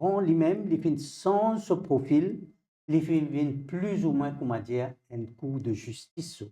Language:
Morisyen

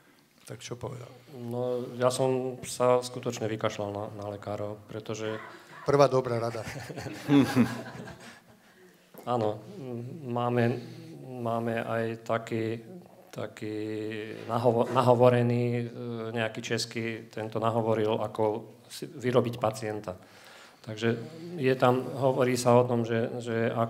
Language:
Slovak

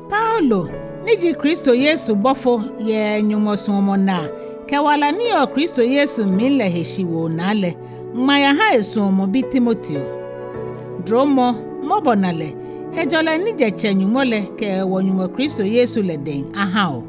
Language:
Ga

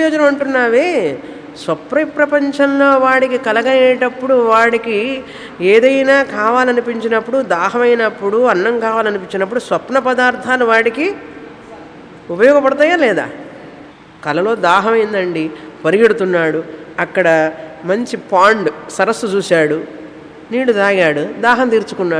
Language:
Telugu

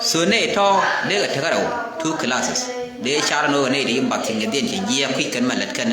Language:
Nuer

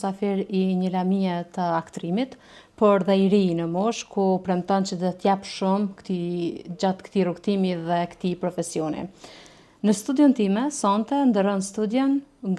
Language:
Albanian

